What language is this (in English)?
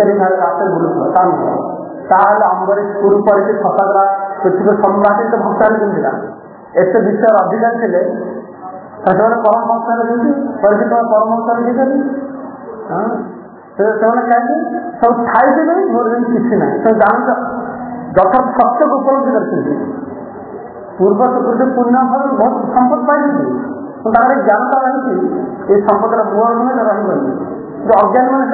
Odia